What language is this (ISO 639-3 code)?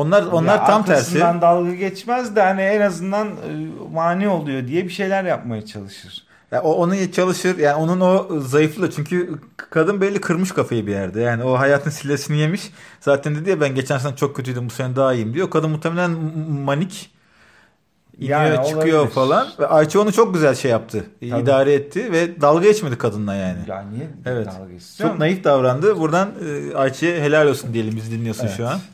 tur